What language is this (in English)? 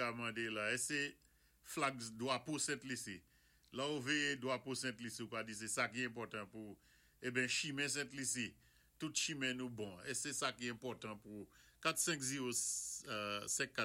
Saint Lucian Creole French